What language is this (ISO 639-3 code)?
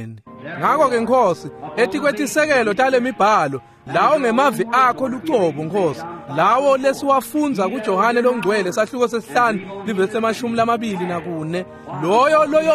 ssw